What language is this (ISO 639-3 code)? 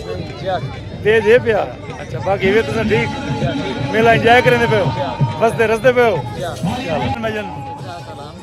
skr